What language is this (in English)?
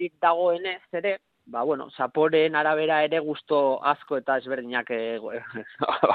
Basque